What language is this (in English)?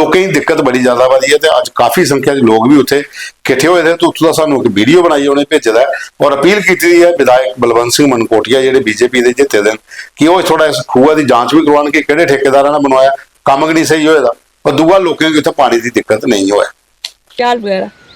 Dogri